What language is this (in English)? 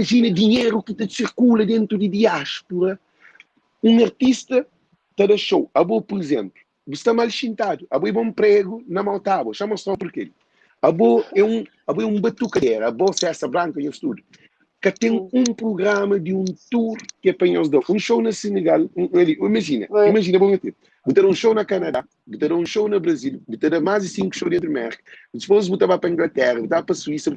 Kabuverdianu